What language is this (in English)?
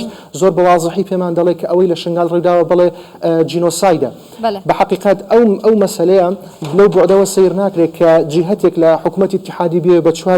Central Kurdish